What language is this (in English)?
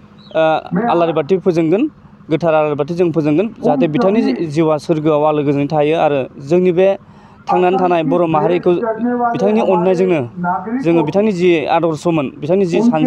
Bodo